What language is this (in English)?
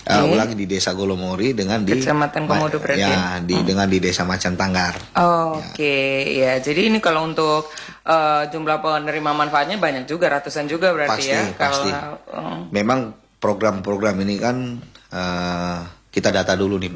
Indonesian